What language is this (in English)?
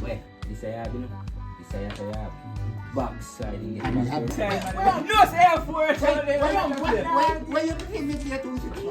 Jamaican Creole English